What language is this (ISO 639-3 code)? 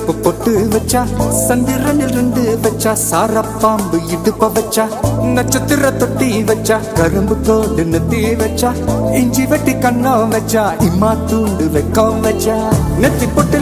tam